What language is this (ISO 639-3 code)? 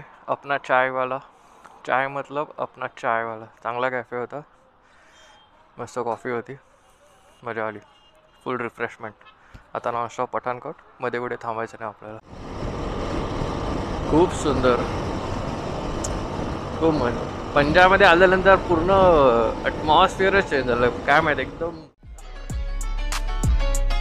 mar